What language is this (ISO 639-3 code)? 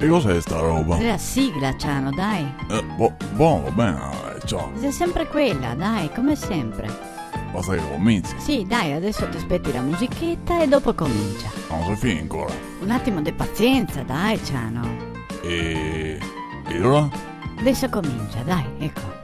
vec